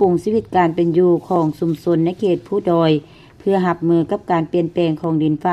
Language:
Lao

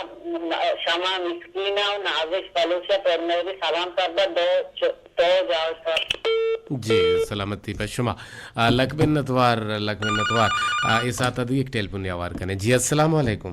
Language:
Eastern Balochi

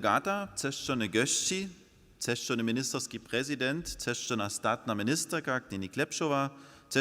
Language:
Upper Sorbian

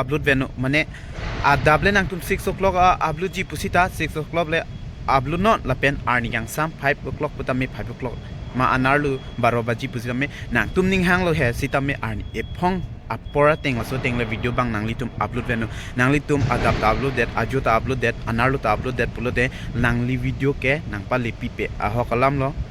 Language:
Karbi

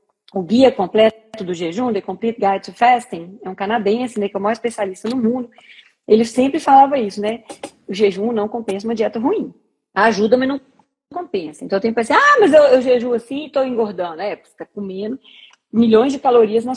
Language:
Portuguese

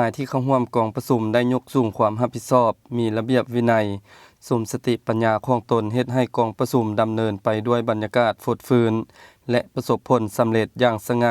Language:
Lao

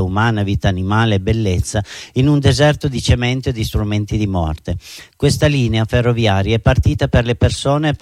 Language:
Italian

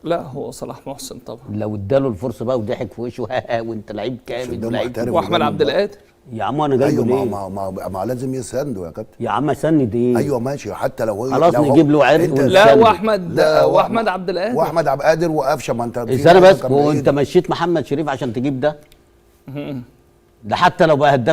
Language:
Egyptian Arabic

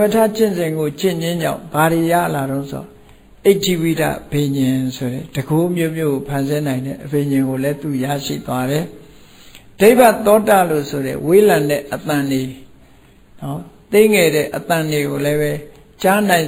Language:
Burmese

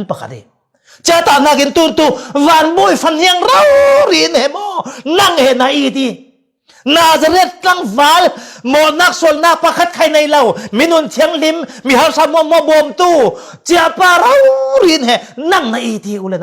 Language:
Falam Chin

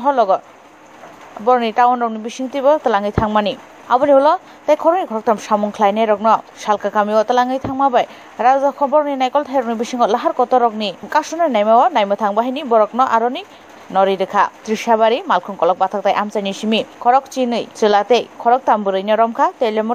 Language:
Kok Borok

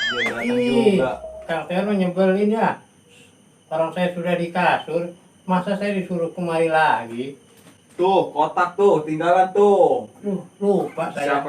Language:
Betawi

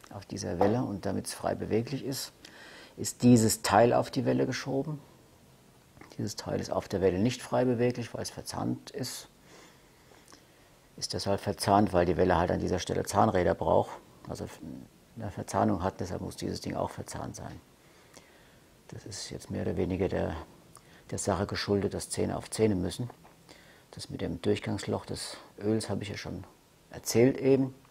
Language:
German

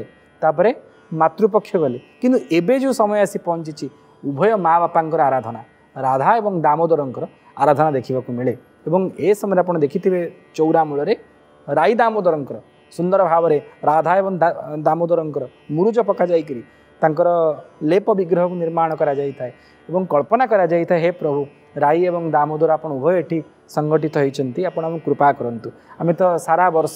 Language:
Odia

